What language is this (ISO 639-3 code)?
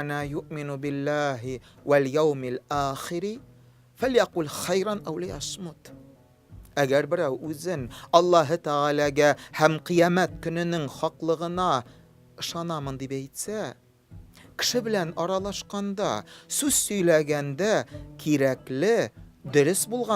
tat